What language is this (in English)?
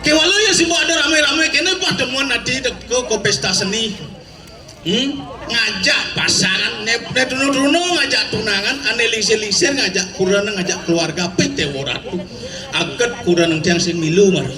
Balinese